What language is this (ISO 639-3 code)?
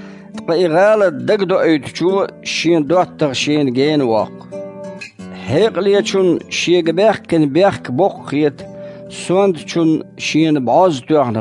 che